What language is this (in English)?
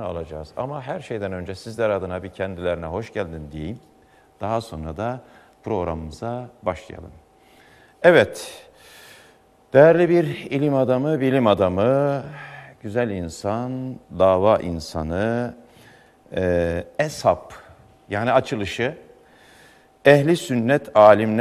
Turkish